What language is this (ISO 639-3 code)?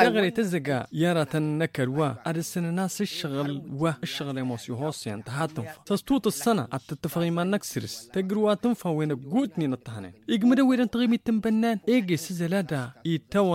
taq